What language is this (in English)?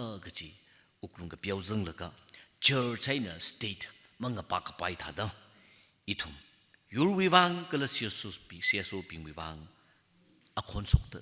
Tangkhul Naga (India)